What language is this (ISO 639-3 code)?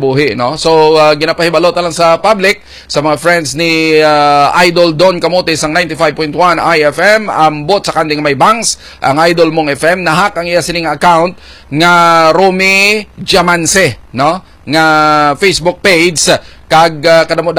hil